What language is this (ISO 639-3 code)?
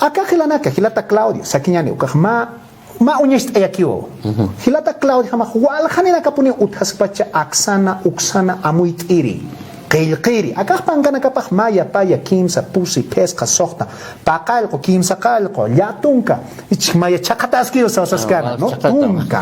aym